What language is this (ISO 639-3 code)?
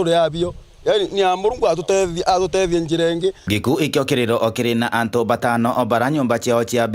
mer